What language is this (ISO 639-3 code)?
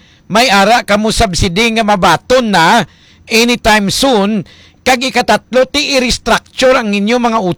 hil